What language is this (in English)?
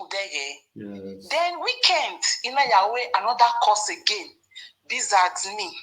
Nigerian Pidgin